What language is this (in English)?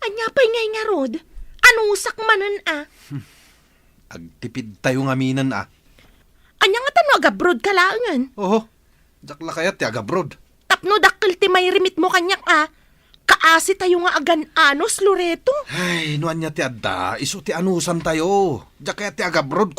Iloko